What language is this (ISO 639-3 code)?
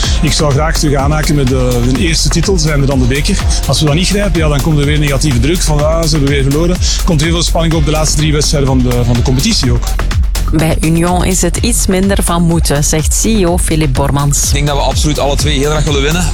nld